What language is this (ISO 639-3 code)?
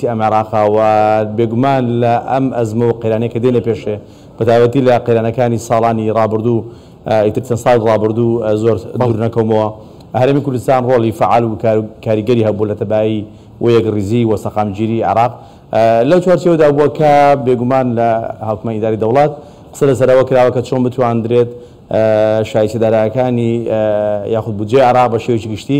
ckb